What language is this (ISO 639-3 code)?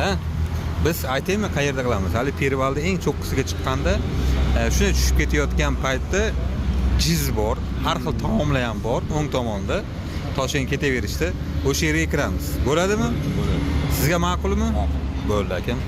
uzb